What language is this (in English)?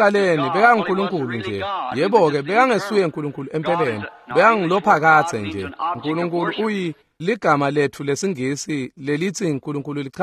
Swati